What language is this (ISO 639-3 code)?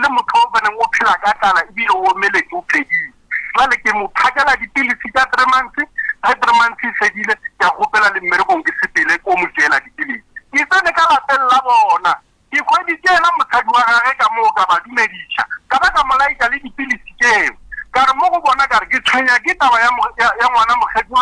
nso